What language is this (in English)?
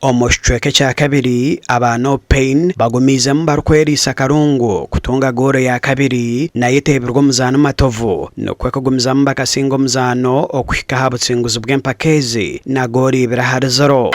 Nyankole